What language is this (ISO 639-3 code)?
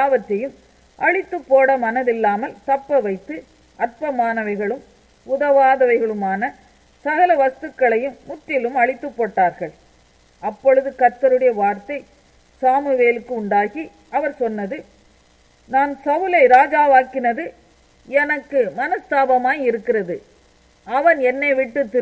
tam